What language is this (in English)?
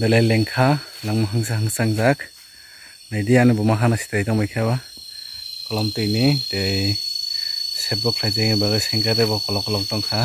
Kok Borok